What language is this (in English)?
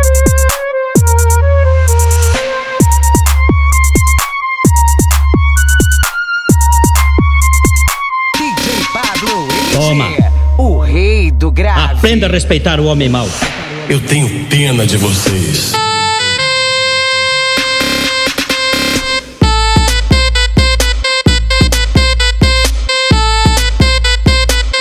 Portuguese